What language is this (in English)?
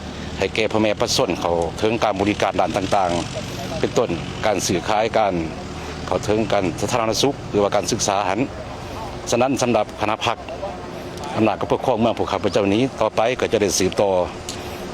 Lao